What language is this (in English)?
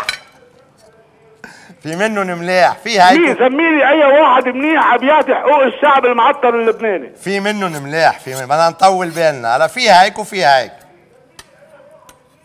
North Levantine Arabic